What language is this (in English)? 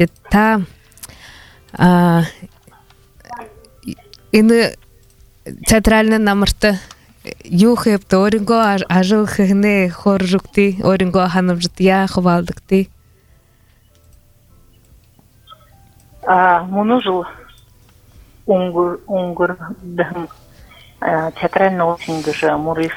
Buriat